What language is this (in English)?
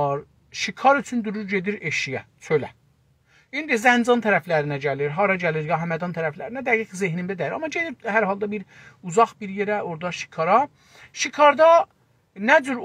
South Azerbaijani